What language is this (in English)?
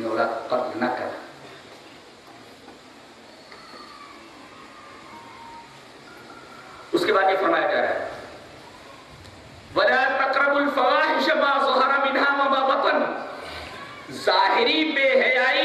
Urdu